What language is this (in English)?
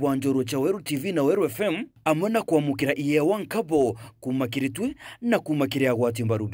Meru